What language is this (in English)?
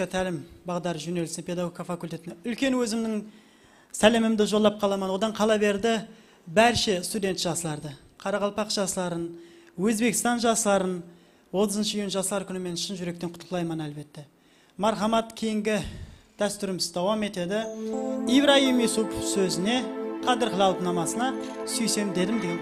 Kara-Kalpak